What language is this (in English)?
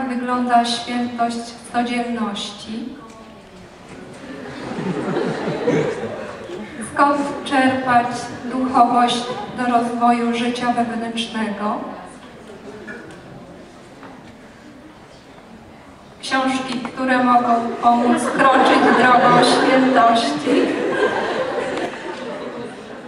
Polish